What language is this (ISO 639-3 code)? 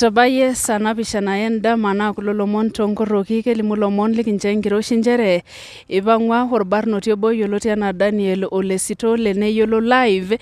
mas